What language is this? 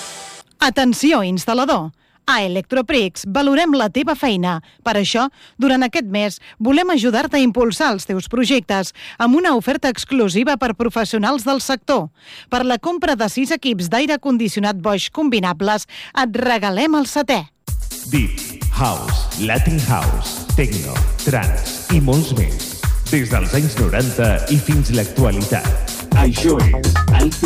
Catalan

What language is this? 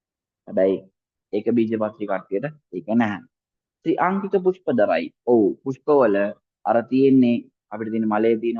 Sinhala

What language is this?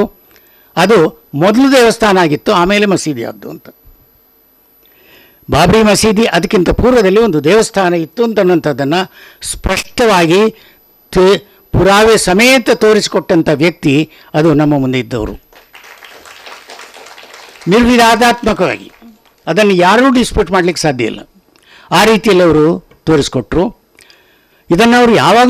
Kannada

